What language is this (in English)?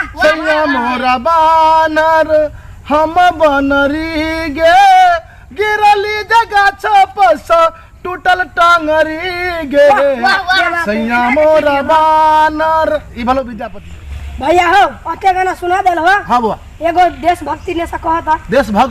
Maithili